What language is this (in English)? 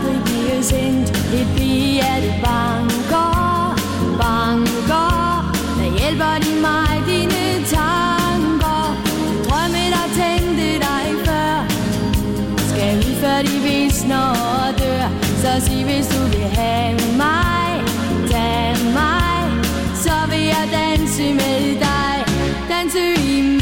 Danish